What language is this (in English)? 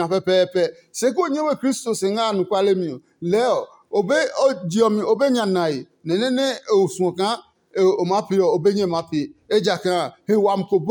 Adangme